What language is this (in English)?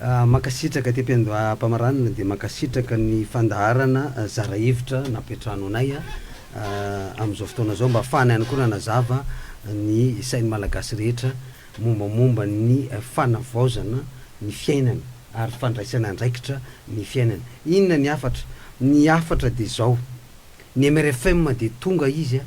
Malagasy